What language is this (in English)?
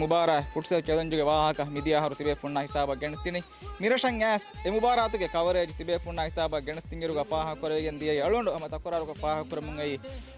Divehi